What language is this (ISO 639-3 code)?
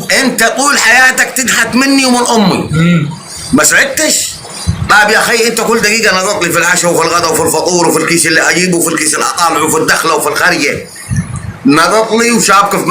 arz